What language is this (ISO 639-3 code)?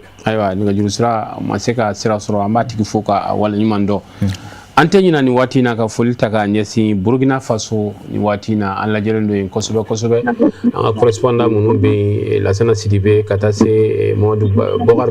bam